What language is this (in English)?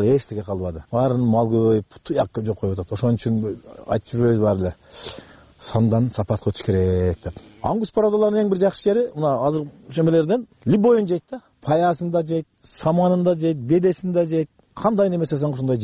Kyrgyz